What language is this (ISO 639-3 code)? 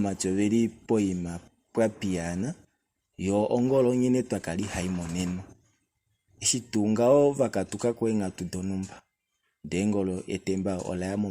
kua